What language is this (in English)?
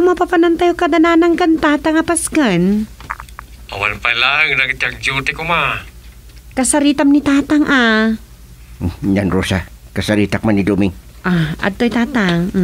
Iloko